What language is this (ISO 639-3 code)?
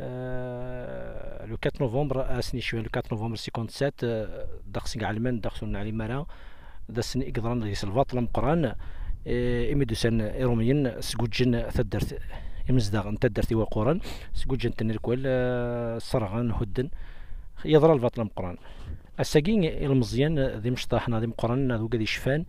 kab